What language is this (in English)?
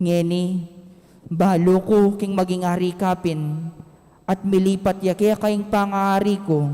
Pampanga